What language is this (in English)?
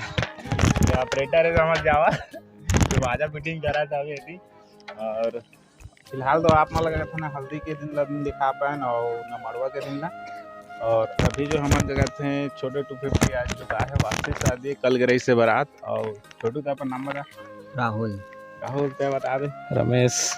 Chhattisgarhi